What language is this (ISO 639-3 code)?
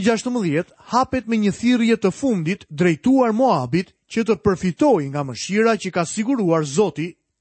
sqi